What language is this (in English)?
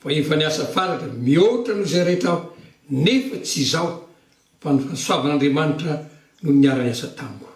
Malagasy